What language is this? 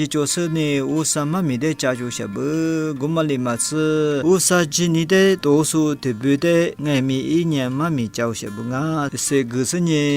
Lisu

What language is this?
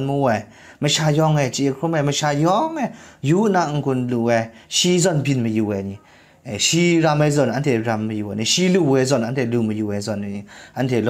Kachin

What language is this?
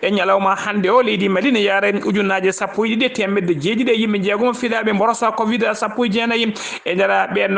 Fula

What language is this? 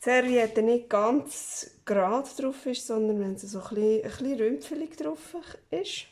Swiss German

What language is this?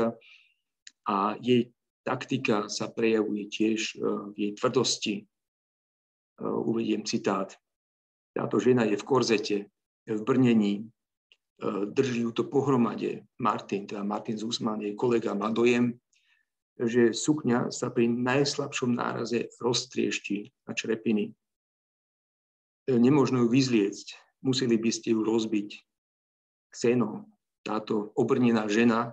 Slovak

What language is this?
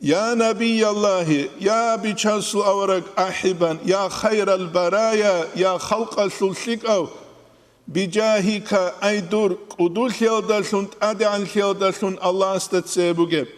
Avaric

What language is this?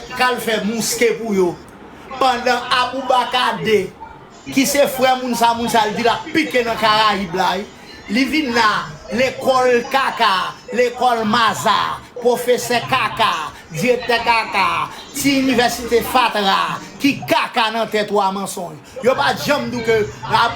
Haitian Creole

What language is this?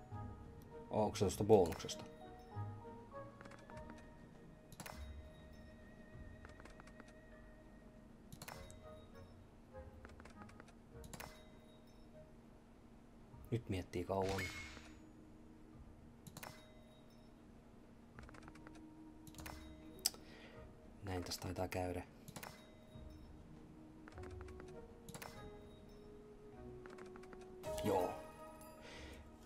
Finnish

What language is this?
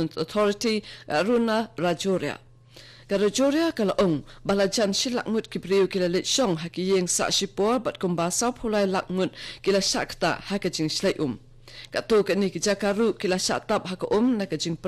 Khasi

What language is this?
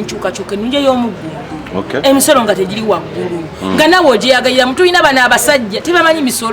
Ganda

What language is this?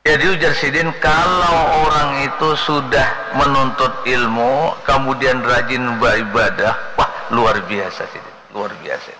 Banjar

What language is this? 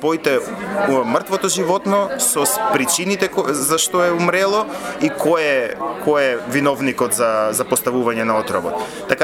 Macedonian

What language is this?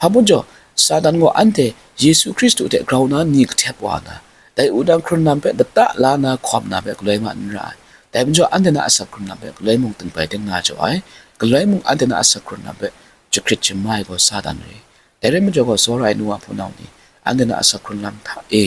Kachin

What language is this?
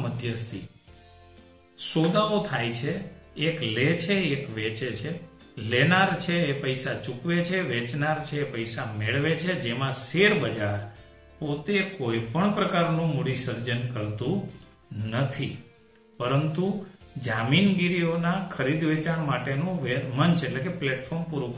Gujarati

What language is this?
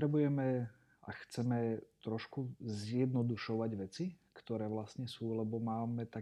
Slovak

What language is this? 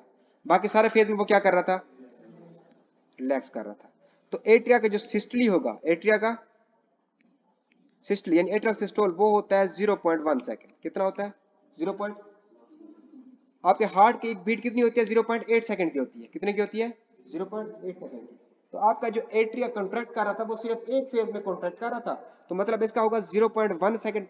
Hindi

